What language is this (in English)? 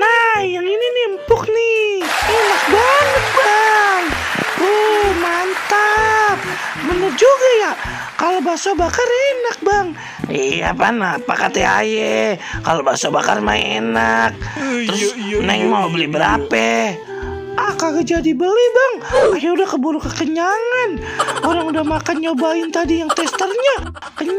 Betawi